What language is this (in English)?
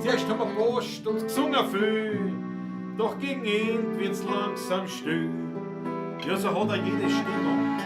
Bavarian